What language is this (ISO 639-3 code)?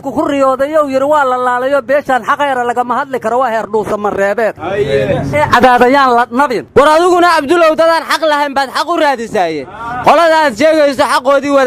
som